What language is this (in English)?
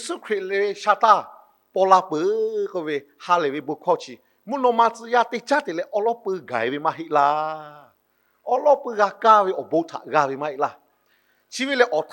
Lahu